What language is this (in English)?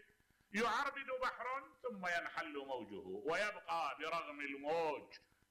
Mesopotamian Arabic